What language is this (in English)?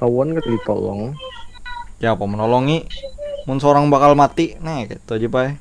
Banjar